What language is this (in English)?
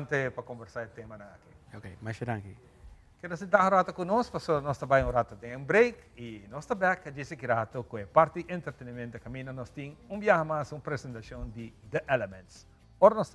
Papiamento